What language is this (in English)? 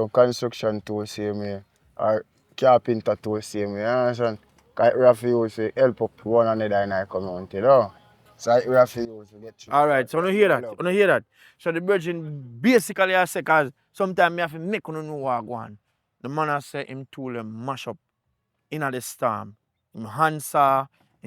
Jamaican Creole English